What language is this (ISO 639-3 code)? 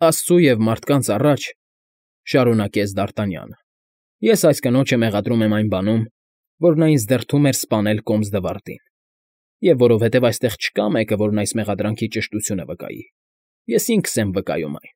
hye